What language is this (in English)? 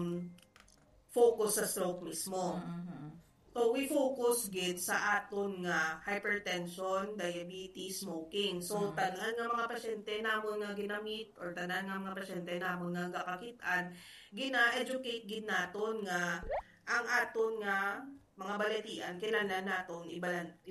Hiligaynon